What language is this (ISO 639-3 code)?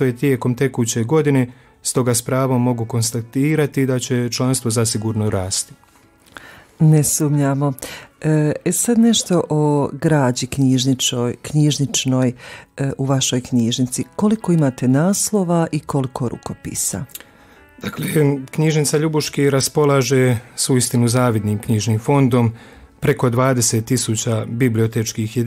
hrv